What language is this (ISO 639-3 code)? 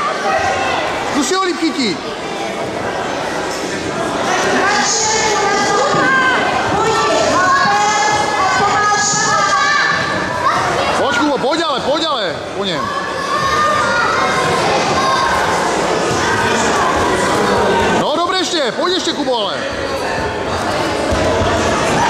ces